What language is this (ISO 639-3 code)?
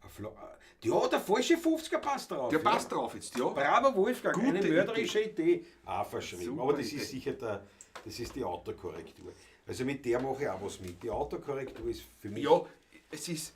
bar